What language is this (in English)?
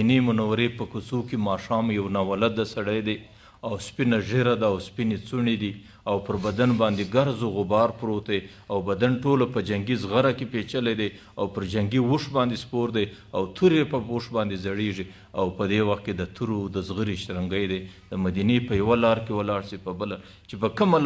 Pashto